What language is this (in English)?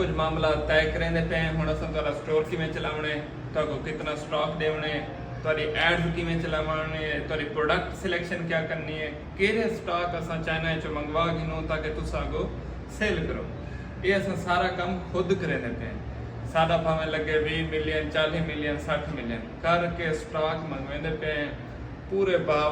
Saraiki